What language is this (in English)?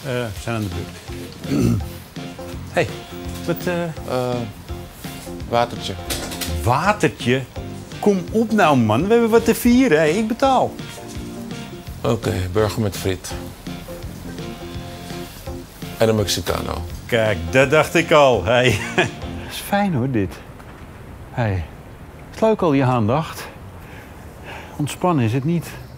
Dutch